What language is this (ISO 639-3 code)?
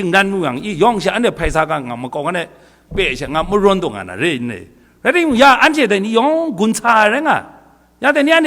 kac